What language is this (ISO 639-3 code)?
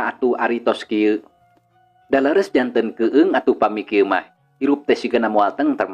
sun